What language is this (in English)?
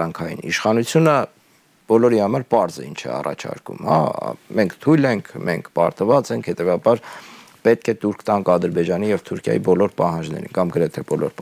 Armenian